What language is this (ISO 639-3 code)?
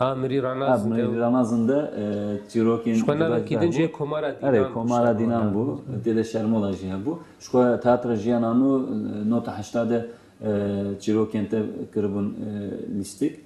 kur